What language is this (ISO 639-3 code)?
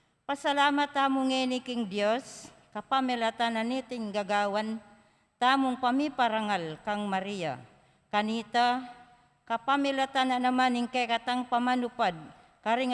pam